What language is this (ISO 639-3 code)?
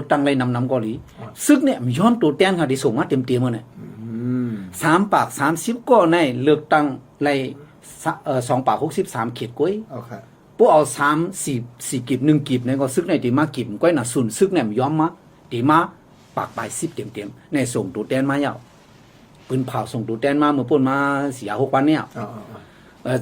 shn